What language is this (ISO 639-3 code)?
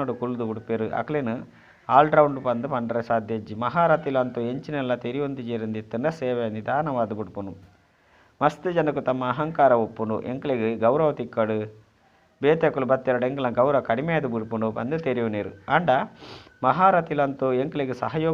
tcy